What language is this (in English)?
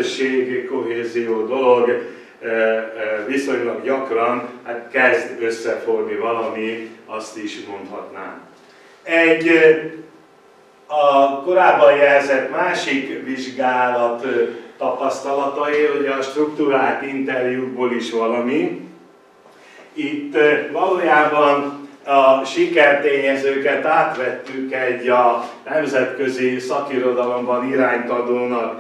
Hungarian